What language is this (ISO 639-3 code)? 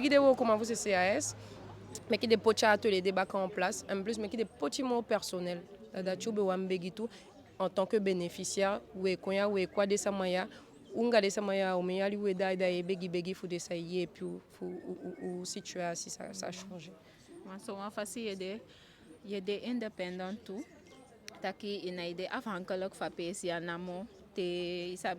djk